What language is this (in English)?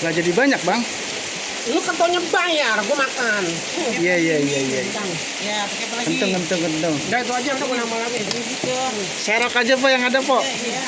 Betawi